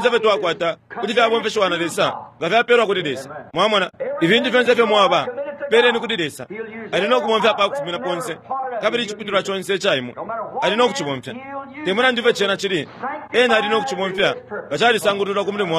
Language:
Bemba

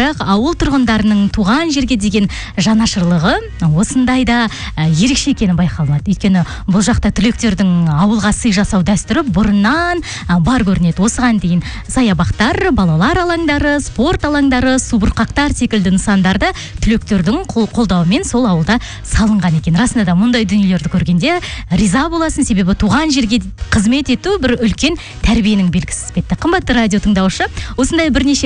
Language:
Kazakh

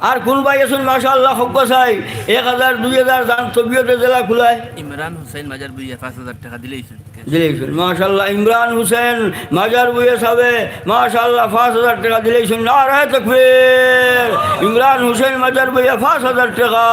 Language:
Sylheti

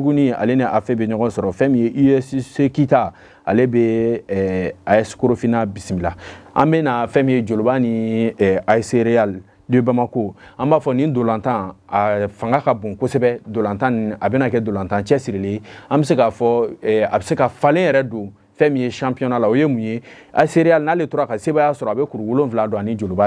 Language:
Bambara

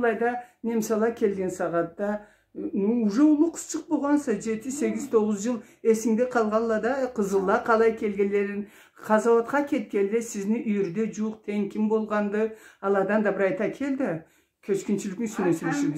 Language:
Karachay-Balkar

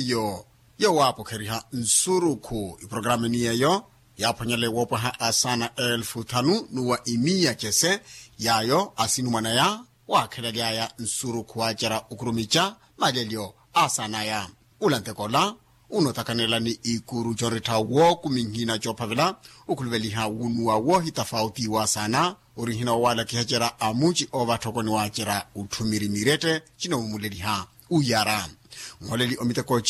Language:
Makhuwa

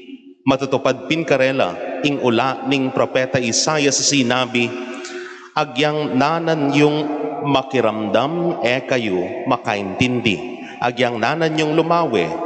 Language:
Pampanga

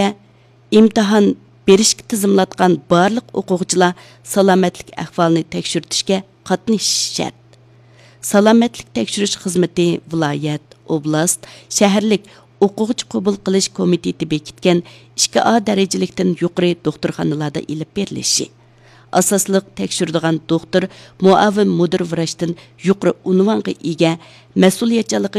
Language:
Uyghur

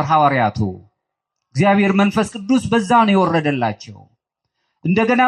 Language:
Amharic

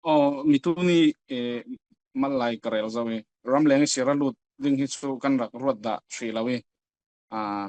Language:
Falam Chin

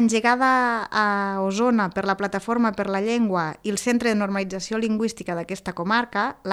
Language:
Catalan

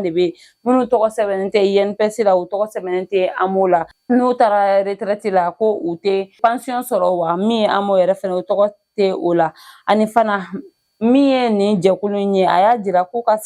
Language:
Bambara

